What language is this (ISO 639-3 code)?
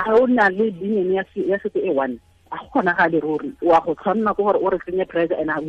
tsn